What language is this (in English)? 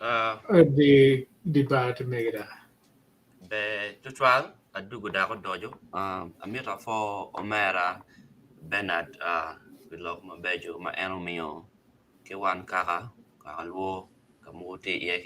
Acoli